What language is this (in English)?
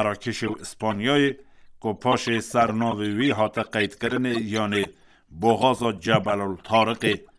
Kurdish